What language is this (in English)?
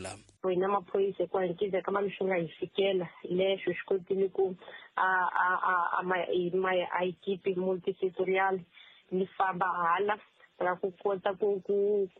Tsonga